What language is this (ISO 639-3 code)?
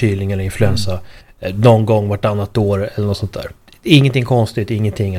swe